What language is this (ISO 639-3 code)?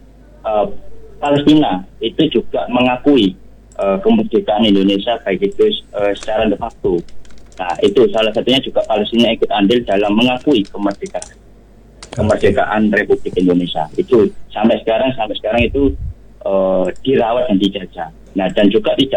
ind